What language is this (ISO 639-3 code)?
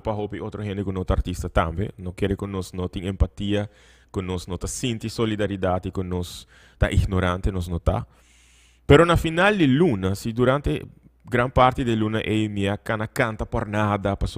pap